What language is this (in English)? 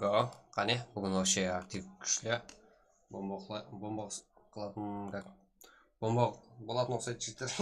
Kara-Kalpak